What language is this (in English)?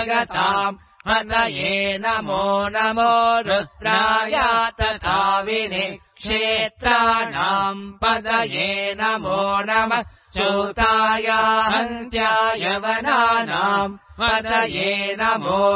Sanskrit